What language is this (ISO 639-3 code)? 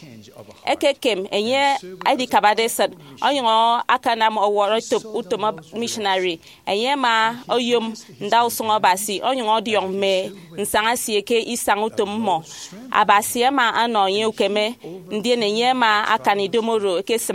efi